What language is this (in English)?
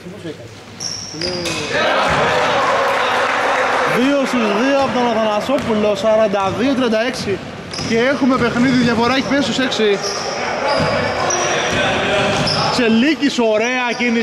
Greek